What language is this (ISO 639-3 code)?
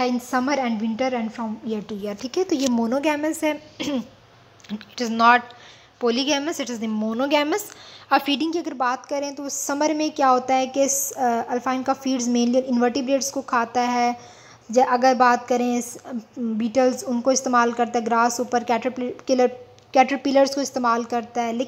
hin